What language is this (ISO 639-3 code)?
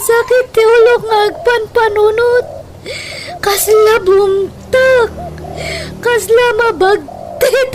ilo